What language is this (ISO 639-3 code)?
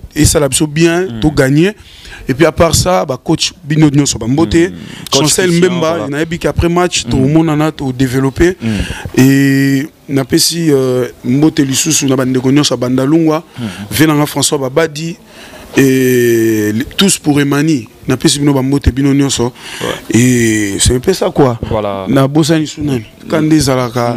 lin